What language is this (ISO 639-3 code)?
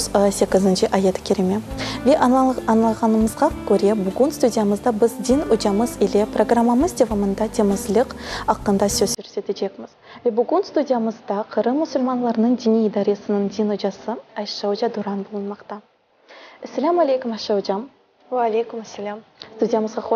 crh